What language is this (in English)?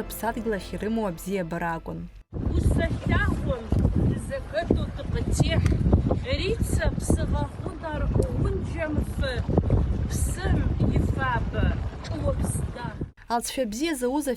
Abkhazian